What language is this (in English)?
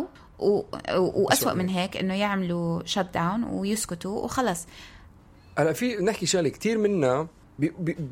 North Levantine Arabic